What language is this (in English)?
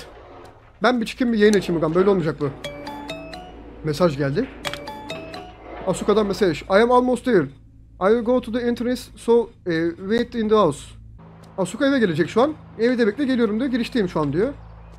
Turkish